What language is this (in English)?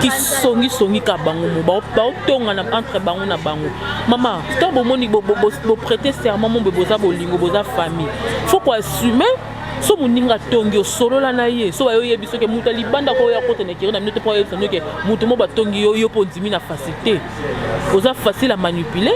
Lingala